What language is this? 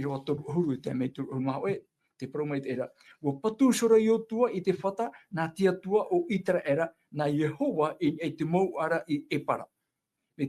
Tahitian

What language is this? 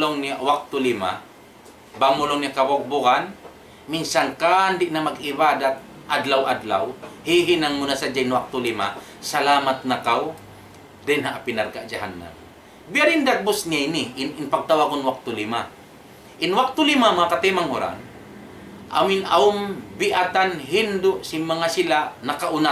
Tausug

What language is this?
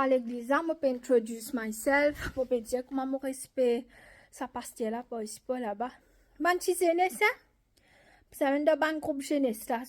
Morisyen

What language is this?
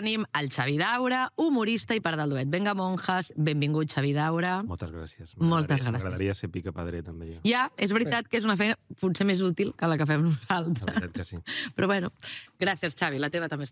Catalan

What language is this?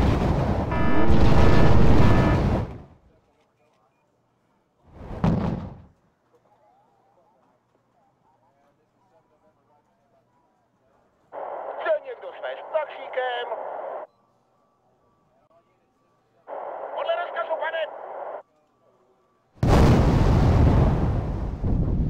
Czech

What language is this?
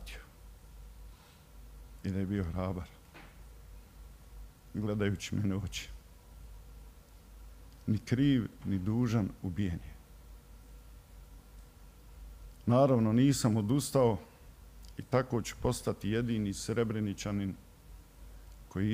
Bosnian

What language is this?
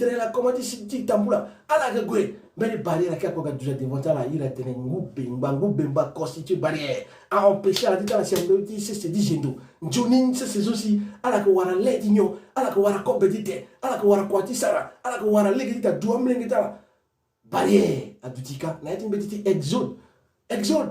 Sango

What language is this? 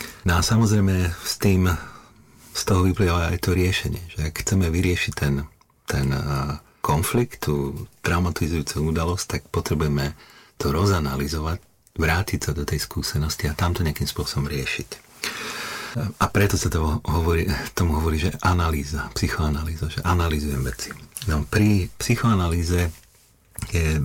Slovak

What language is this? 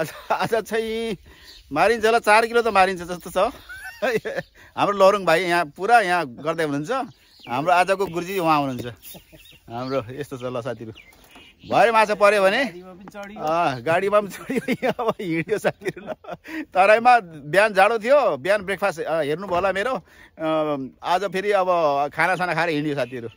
Nepali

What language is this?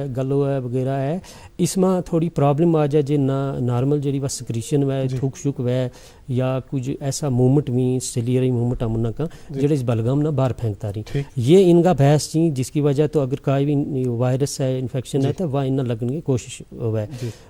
Gujari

